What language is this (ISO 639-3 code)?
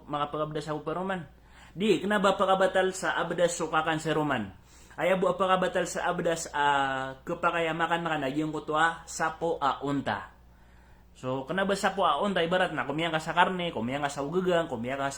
mrw